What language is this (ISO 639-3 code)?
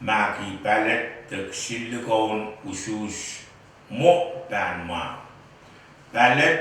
pon